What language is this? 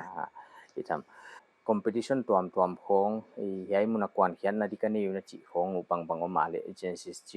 Paite Chin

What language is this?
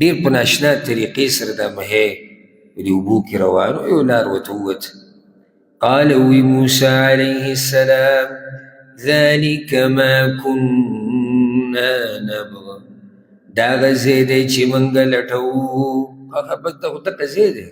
Pashto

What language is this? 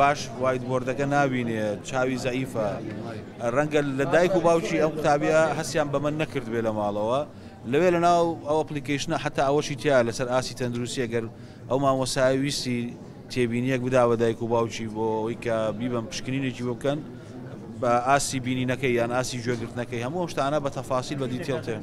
Central Kurdish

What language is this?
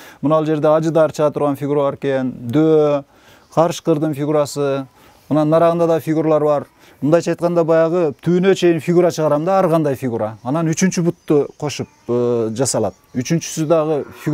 Kyrgyz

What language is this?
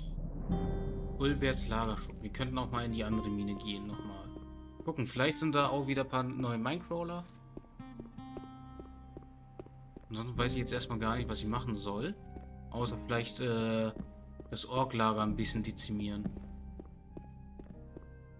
German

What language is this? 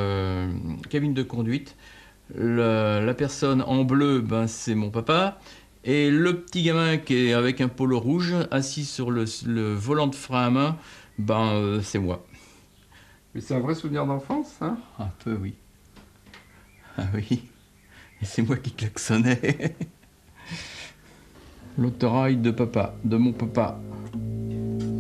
French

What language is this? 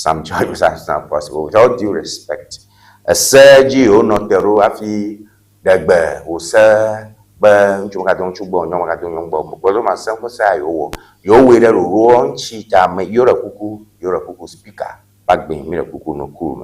Ewe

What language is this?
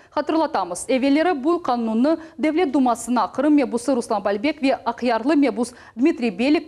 Crimean Tatar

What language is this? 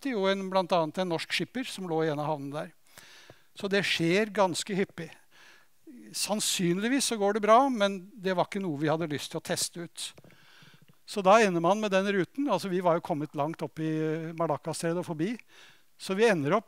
Norwegian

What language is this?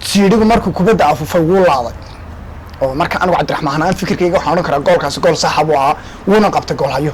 Somali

